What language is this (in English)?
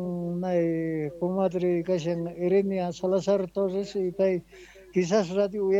Quechua